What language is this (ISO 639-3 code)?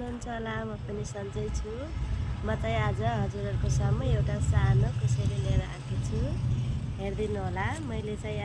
nep